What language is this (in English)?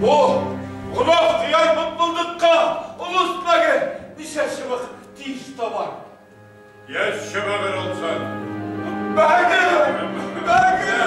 Tatar